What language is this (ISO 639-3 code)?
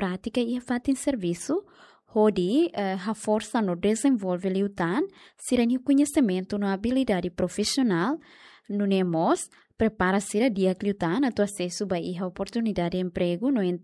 tet